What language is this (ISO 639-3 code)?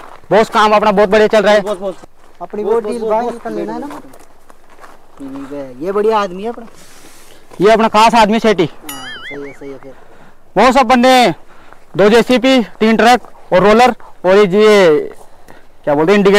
hin